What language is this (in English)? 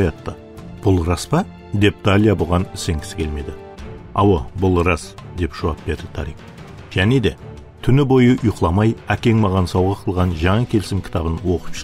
Kara-Kalpak